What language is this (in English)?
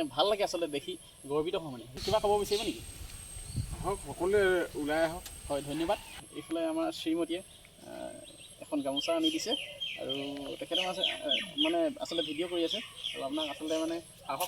Assamese